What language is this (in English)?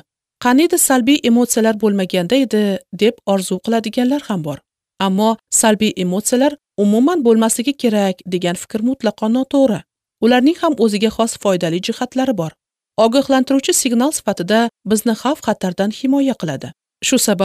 Uzbek